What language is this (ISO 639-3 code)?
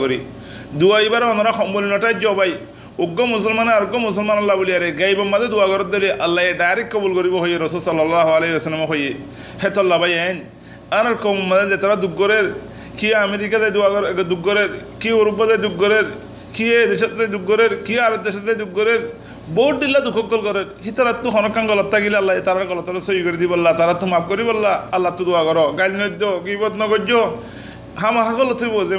rhg